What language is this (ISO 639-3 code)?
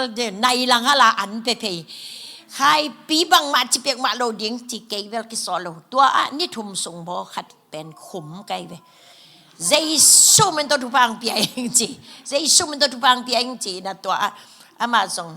ctd